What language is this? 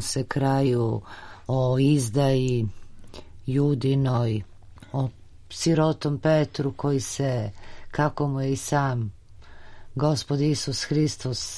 Serbian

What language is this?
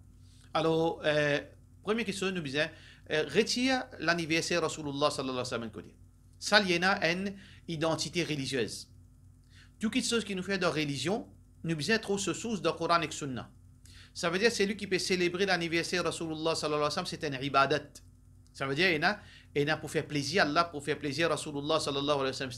Morisyen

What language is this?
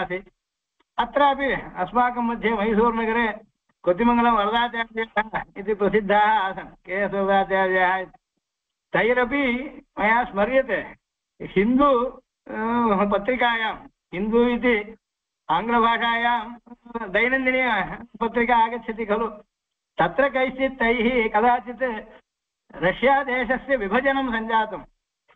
Sanskrit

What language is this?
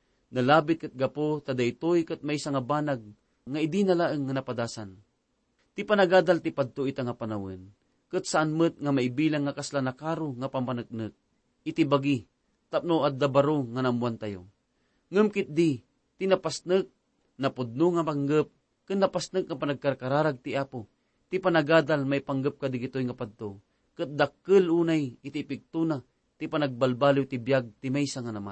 Iloko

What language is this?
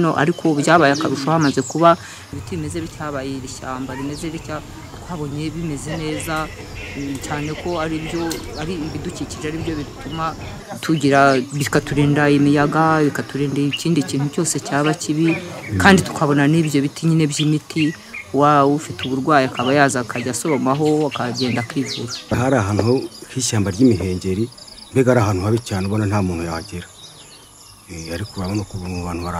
Kinyarwanda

